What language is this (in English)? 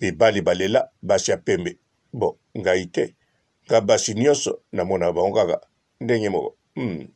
Lingala